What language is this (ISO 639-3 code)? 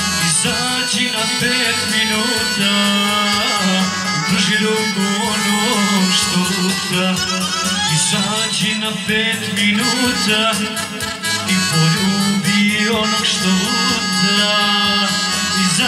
hrv